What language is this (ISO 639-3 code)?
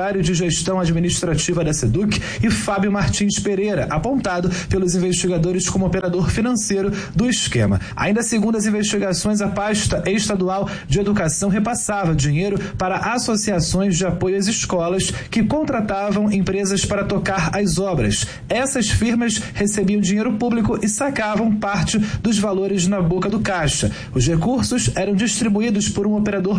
por